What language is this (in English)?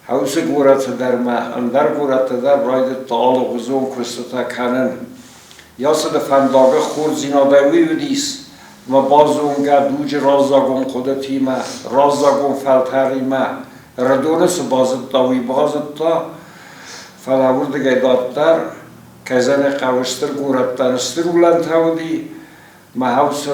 Ossetic